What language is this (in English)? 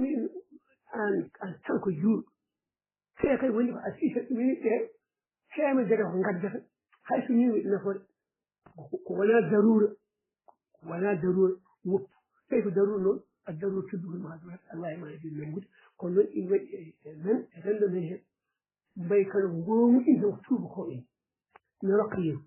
Fula